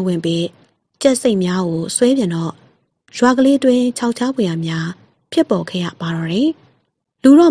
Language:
Burmese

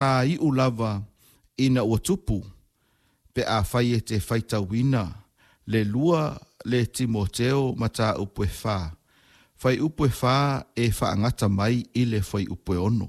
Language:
Samoan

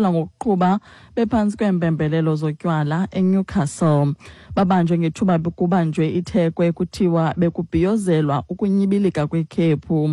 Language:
Xhosa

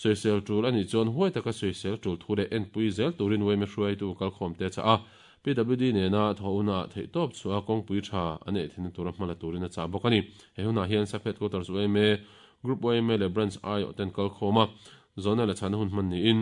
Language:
Mizo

